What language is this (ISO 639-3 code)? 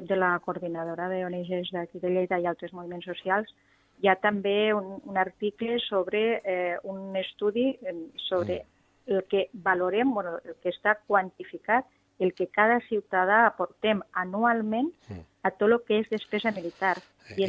cat